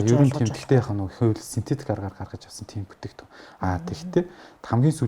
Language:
Mongolian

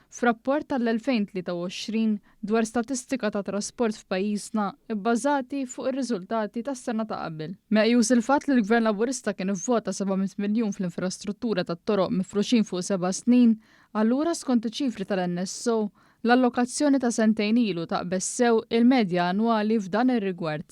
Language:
Maltese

